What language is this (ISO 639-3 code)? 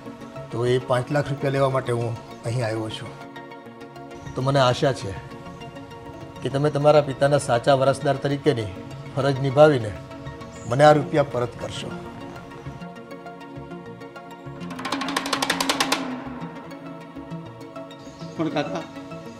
guj